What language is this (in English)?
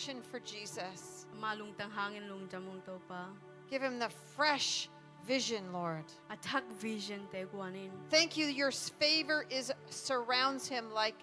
Tedim Chin